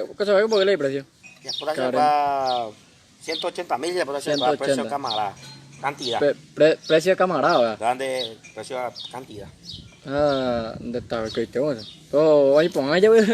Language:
Guarani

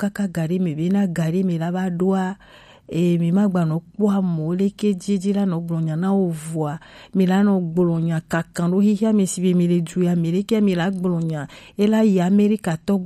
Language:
Gen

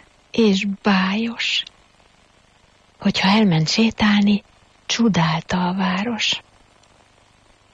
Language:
Hungarian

